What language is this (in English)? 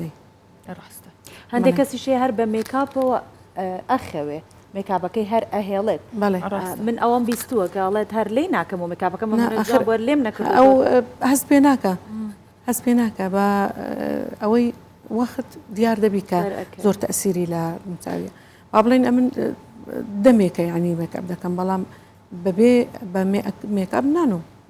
Central Kurdish